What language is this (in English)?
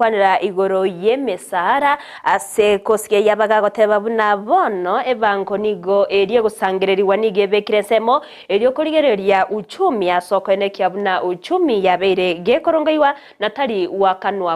Gusii